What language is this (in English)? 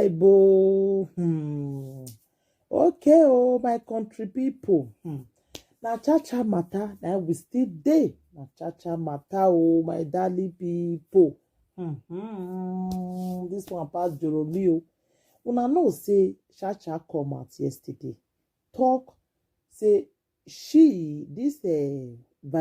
Nigerian Pidgin